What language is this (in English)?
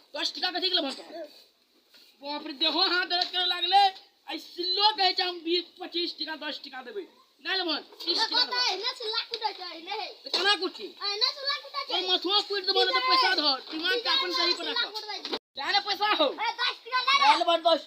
Maithili